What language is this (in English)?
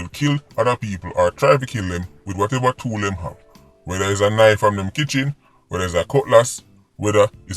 Jamaican Creole English